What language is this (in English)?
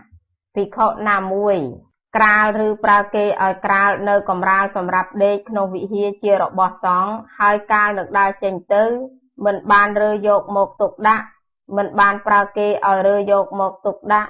Khmer